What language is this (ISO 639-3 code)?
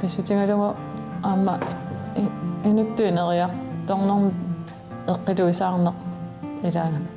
kal